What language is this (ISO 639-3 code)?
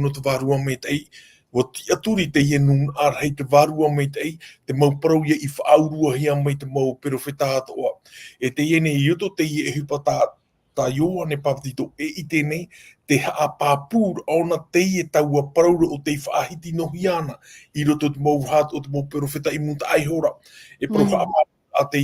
tah